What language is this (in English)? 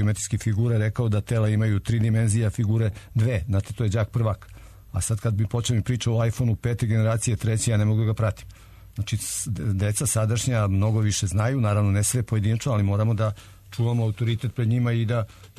Serbian